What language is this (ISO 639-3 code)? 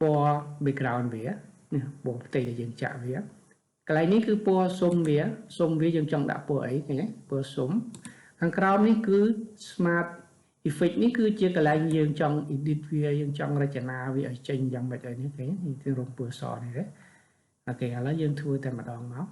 khm